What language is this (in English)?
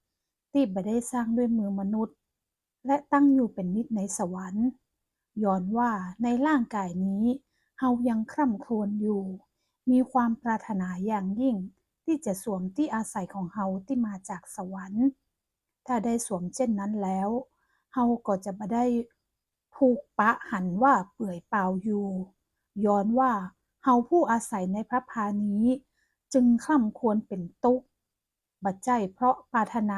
Northern Thai